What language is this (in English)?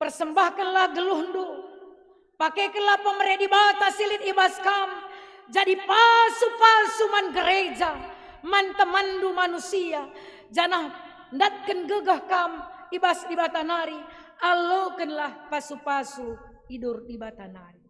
Batak Karo